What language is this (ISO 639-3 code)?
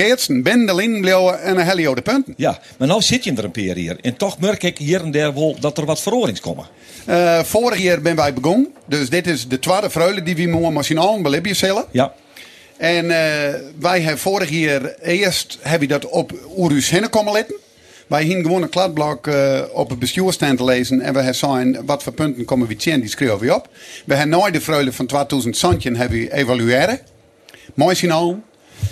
fry